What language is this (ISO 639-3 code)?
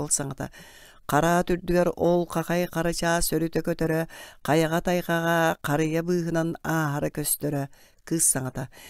sah